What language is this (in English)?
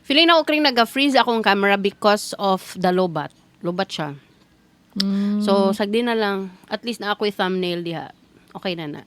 Cebuano